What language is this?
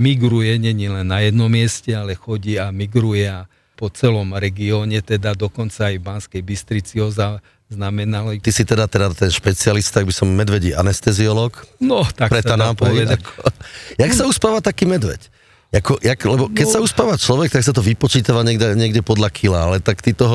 Slovak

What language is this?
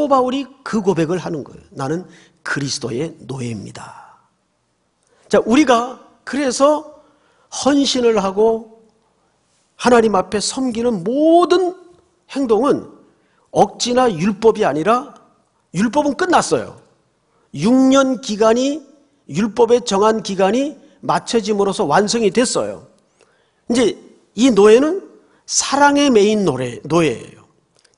Korean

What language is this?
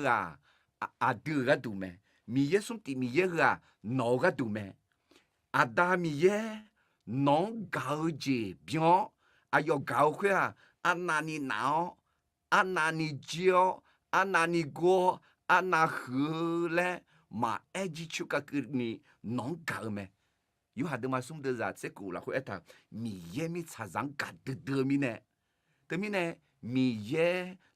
Akha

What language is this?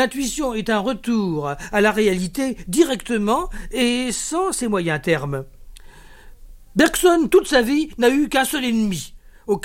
French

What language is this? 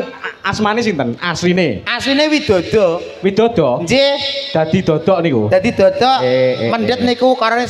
Javanese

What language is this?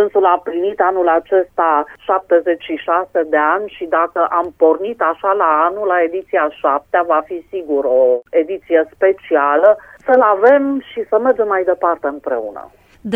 Romanian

